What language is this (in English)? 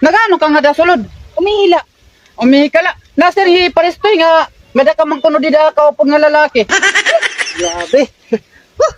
Waray